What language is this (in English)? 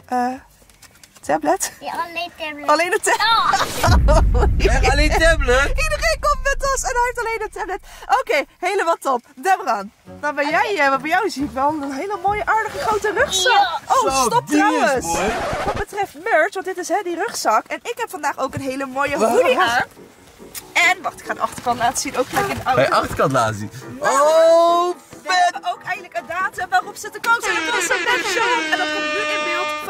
Dutch